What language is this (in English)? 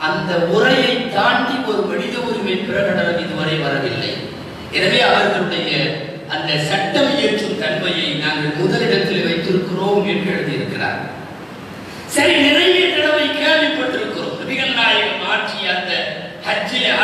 Tamil